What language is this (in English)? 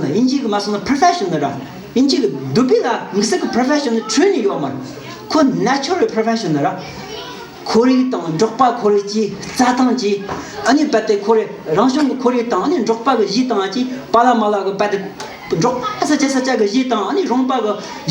Tibetan